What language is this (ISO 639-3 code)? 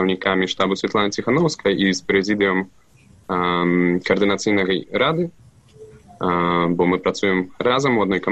bel